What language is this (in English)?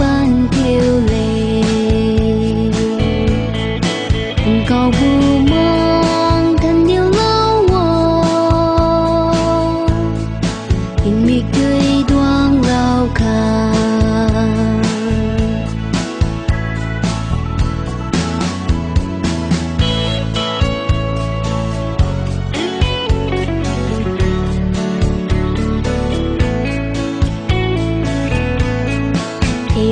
Vietnamese